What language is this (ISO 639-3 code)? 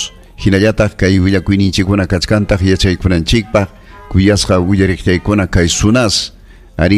quy